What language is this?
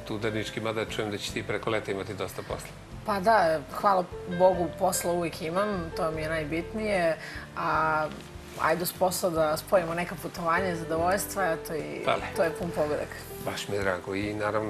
Serbian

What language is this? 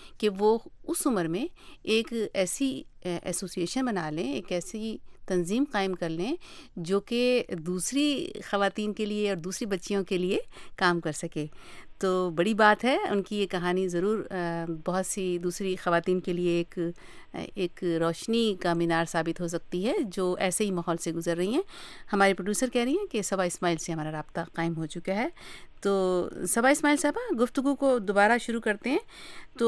Urdu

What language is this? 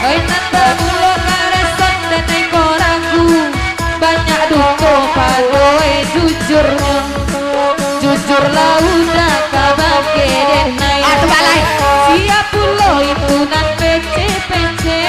Minangkabau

